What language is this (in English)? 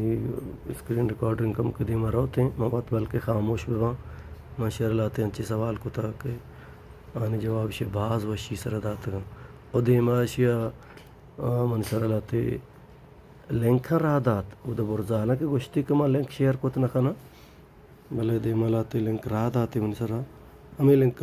Baluchi